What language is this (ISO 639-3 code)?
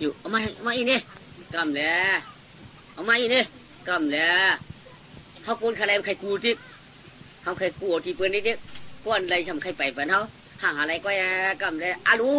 shn